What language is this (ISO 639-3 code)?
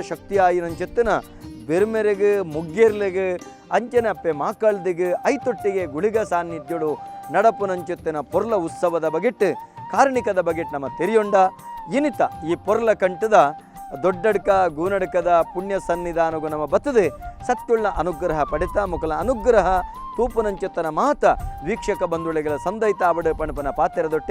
tcy